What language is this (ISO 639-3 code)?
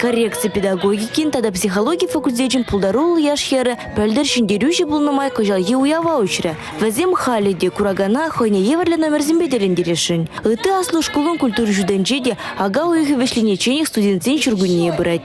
chv